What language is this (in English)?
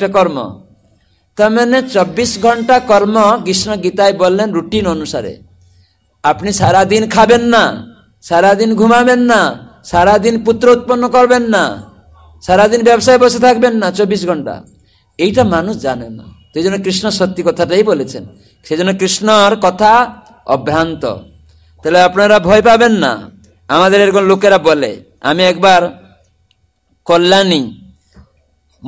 Bangla